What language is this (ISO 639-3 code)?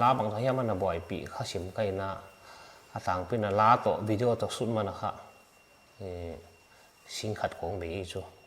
pck